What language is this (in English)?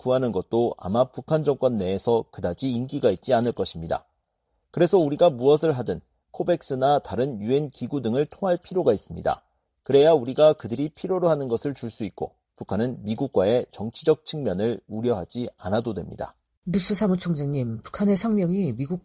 Korean